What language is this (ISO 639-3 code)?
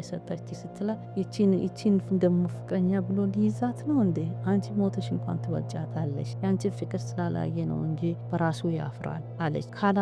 amh